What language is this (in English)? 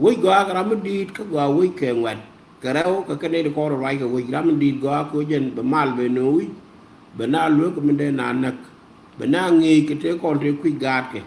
Nuer